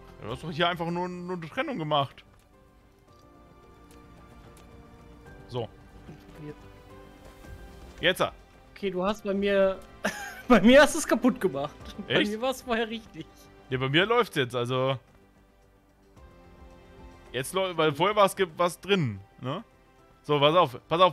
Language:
German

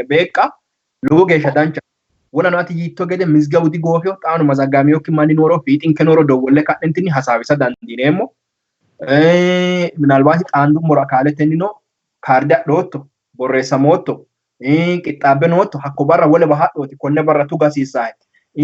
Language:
Sidamo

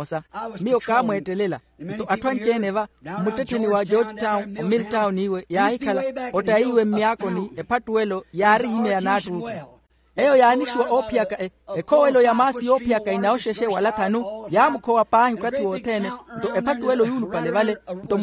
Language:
Makhuwa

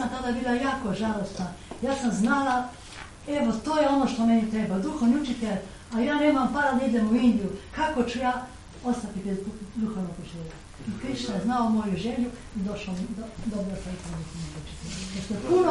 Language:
Croatian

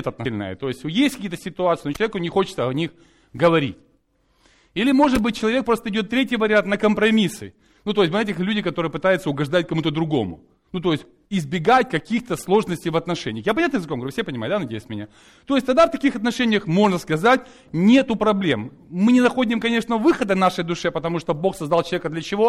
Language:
Russian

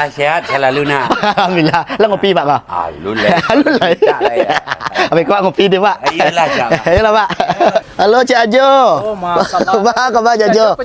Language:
Minangkabau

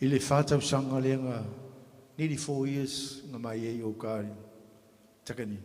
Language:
Samoan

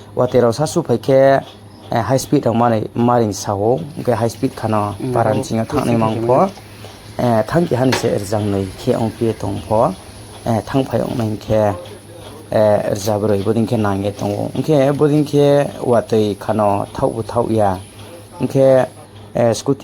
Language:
Riang (India)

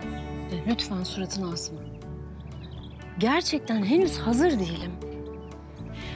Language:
Turkish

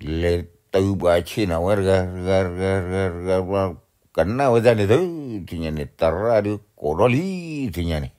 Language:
S'gaw Karen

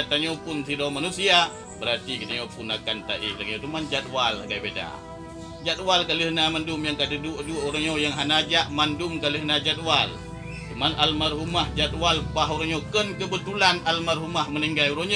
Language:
Achinese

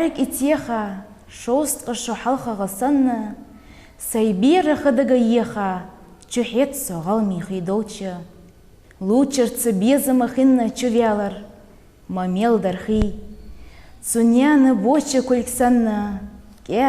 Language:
Ingush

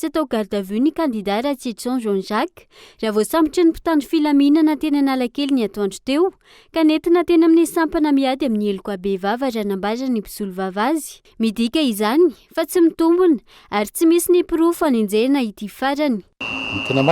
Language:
Malagasy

